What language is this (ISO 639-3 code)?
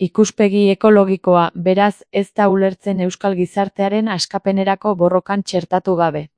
eus